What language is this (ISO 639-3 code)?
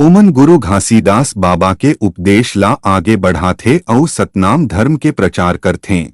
hne